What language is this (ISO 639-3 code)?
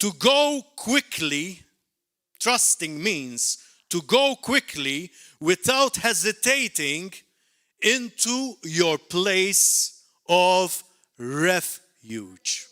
eng